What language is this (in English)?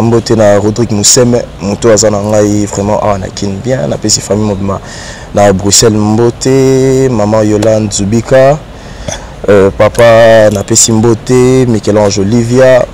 Lingala